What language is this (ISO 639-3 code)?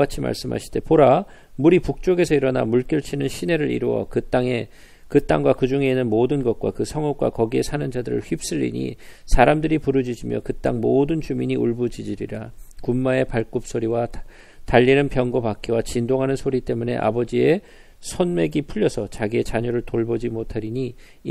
kor